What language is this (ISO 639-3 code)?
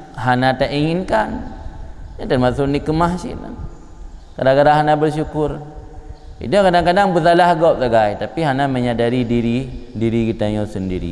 ace